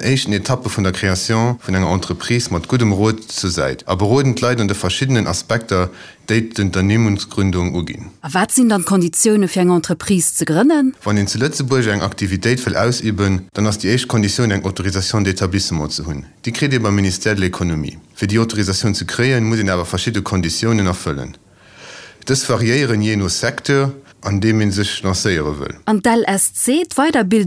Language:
Luxembourgish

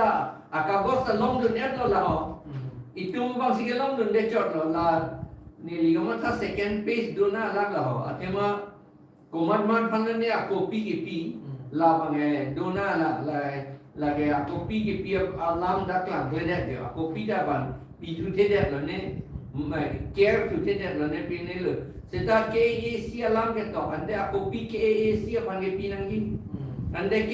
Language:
Karbi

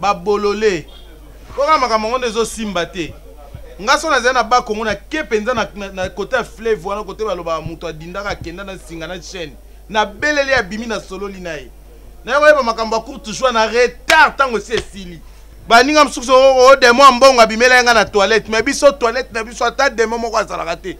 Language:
Lingala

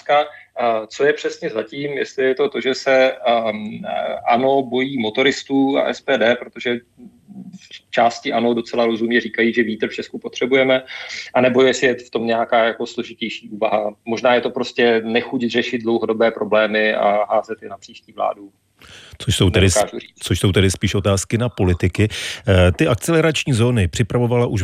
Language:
Czech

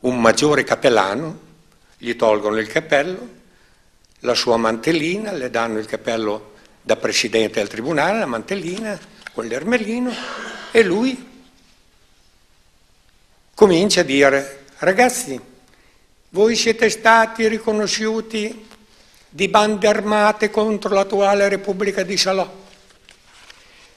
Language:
Italian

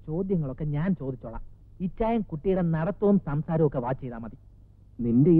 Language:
Malayalam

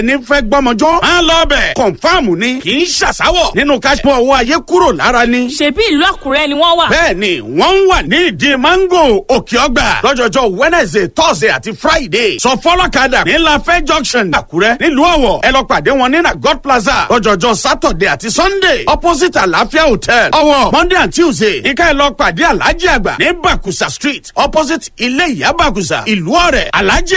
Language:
Yoruba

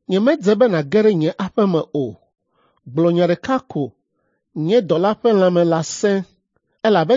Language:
Ewe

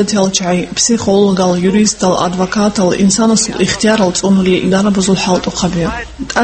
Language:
Avaric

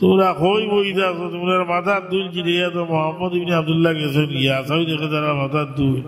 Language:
Sylheti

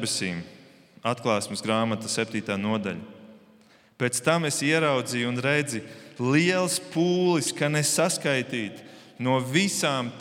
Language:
Latvian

